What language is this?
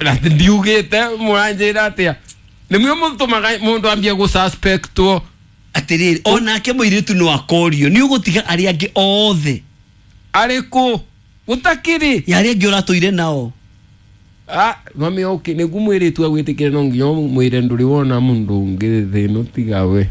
Kikuyu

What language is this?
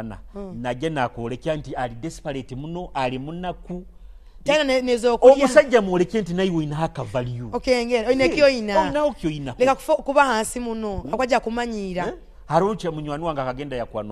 Nyoro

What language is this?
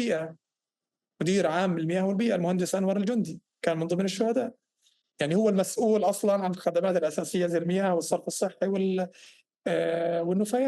North Levantine Arabic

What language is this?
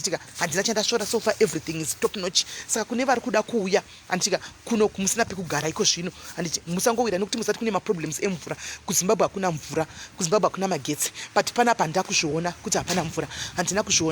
Shona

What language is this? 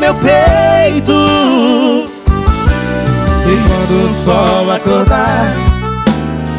Portuguese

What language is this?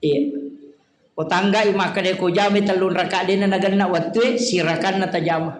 Buginese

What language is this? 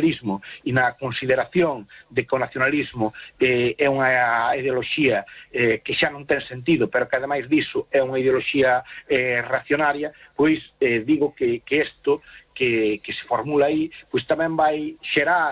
Galician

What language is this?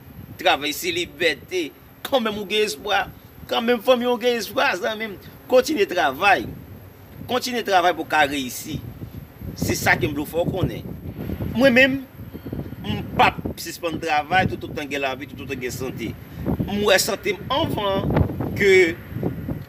Haitian Creole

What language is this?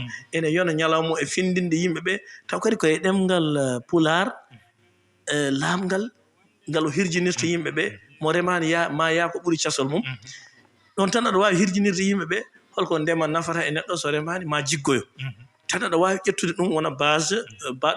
Fula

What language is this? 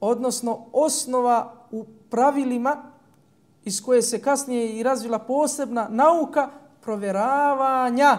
Bosnian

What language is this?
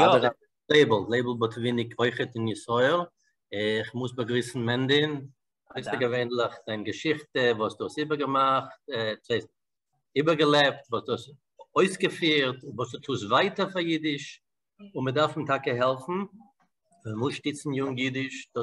Yiddish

